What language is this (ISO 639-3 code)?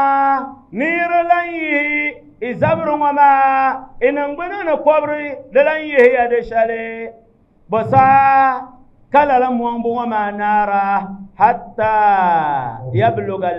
dag